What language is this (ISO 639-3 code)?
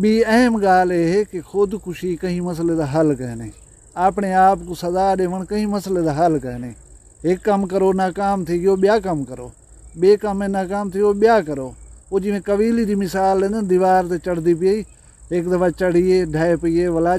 skr